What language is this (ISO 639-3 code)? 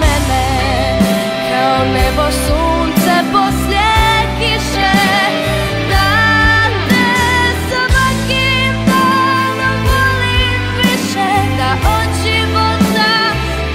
hrv